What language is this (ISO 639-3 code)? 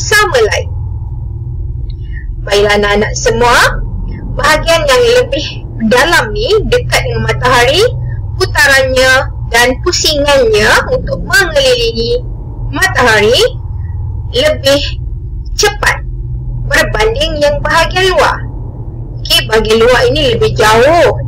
msa